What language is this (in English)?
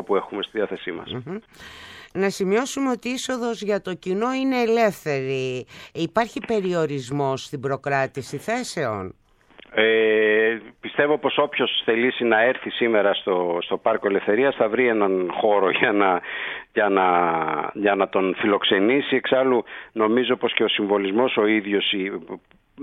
Greek